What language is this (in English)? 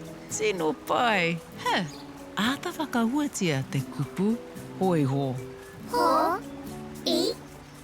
Māori